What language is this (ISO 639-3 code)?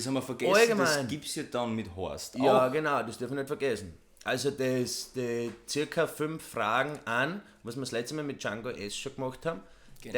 bar